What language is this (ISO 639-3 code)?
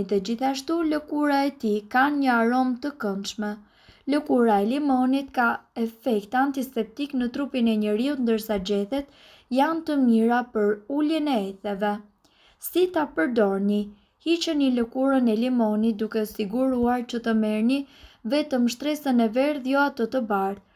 sqi